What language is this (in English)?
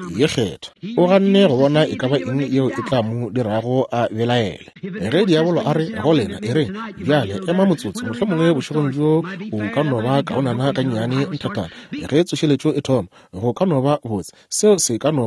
Northern Sotho